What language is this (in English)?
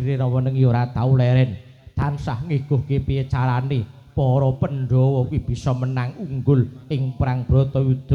Javanese